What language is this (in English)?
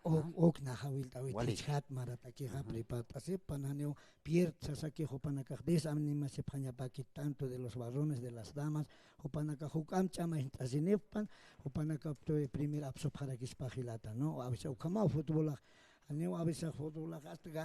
Aymara